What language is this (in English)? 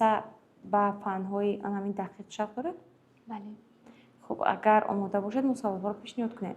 Tajik